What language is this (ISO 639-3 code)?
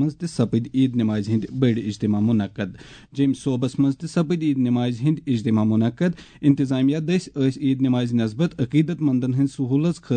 kas